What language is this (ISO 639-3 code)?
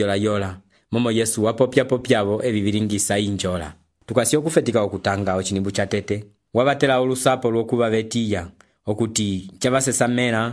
umb